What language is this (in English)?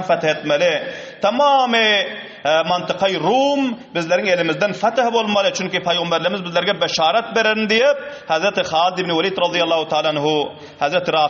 Turkmen